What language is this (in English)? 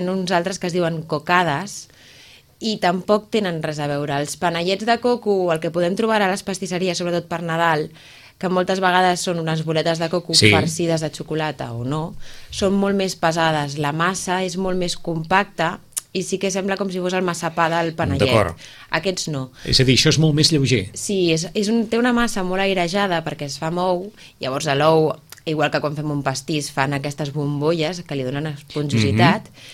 Catalan